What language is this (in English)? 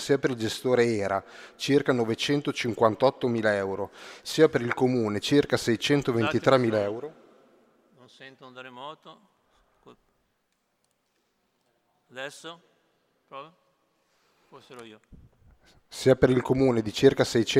Italian